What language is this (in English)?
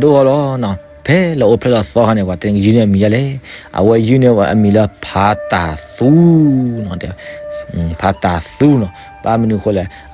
S'gaw Karen